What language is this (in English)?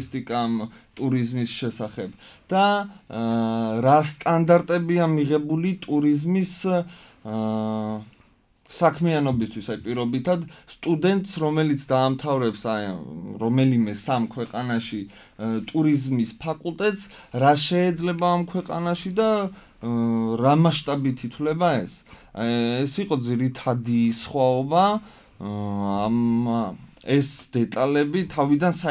Georgian